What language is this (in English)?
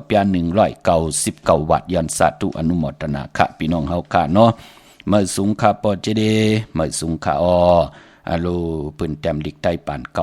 Shan